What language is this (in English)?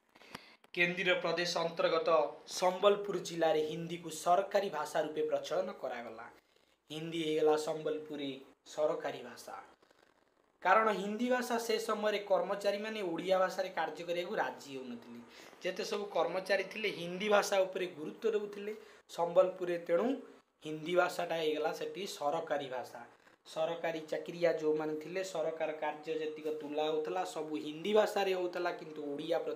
Odia